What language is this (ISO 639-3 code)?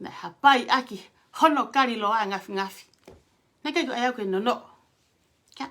ton